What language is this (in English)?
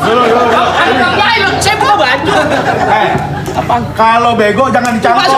Betawi